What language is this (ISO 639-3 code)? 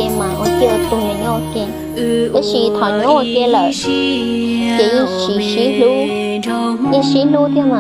hmn